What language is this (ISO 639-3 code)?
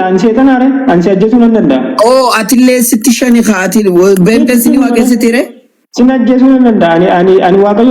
orm